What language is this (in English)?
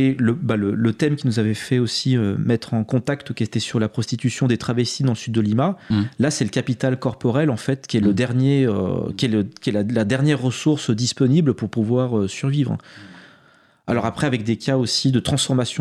French